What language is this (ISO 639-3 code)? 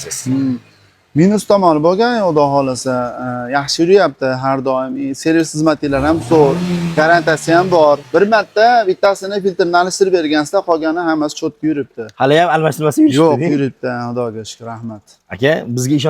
uzb